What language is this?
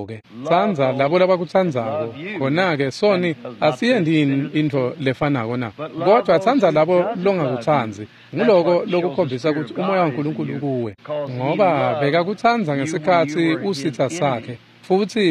Swati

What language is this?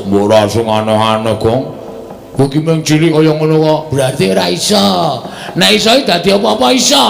Javanese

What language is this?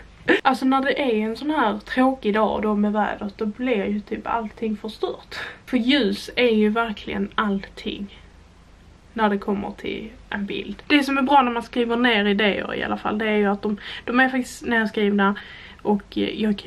Swedish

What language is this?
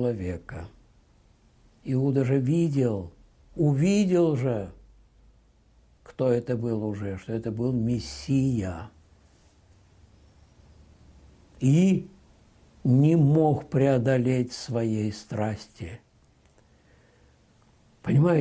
Russian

